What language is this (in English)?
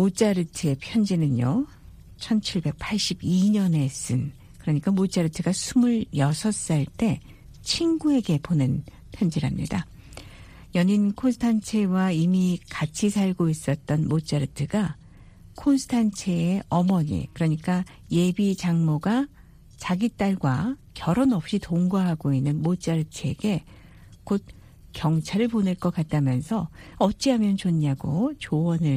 Korean